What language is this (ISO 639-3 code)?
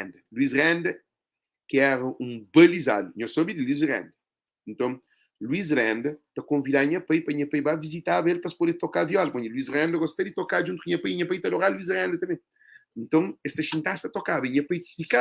kea